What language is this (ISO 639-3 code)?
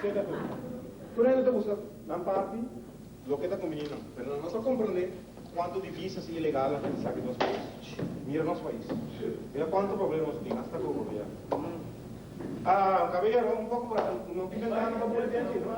pap